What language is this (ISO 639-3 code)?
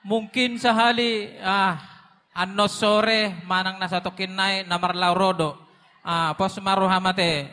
bbc